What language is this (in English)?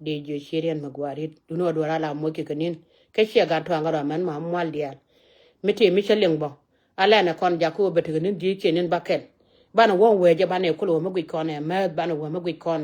Nuer